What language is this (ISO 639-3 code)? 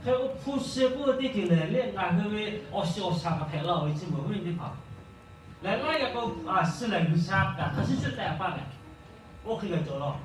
lhu